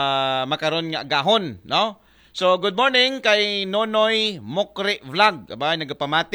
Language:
Aklanon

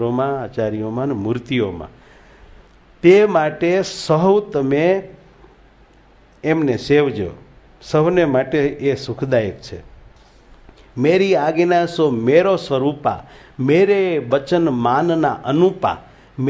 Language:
Gujarati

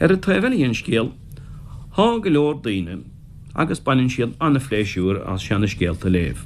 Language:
Irish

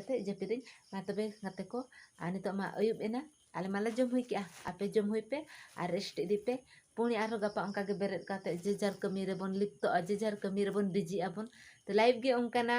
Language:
Santali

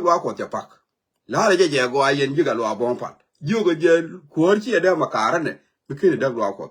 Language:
Nuer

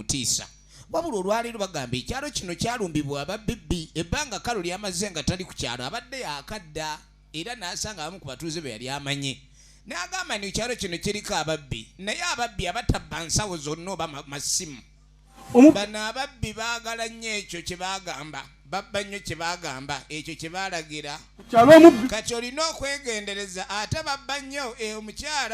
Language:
Ganda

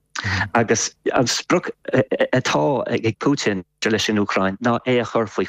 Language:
Irish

